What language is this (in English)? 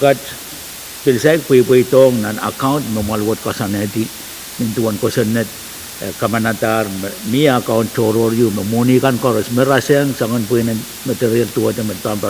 Pohnpeian